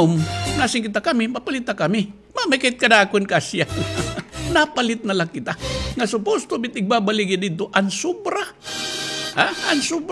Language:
Waray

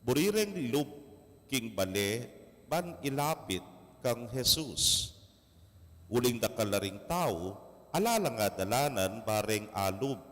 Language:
Pampanga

